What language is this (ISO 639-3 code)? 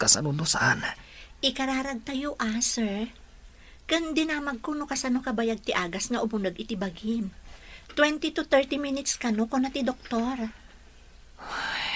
ilo